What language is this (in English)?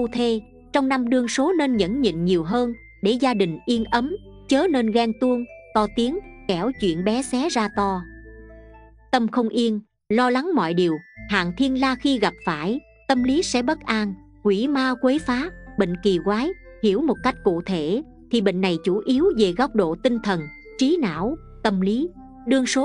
Vietnamese